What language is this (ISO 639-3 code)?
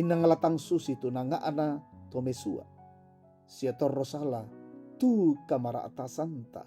sda